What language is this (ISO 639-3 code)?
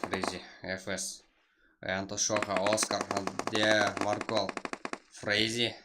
kaa